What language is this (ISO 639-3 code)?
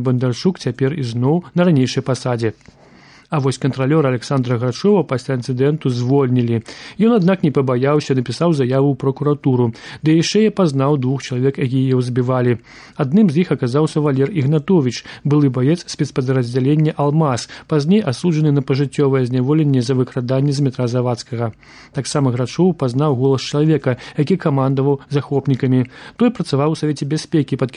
bel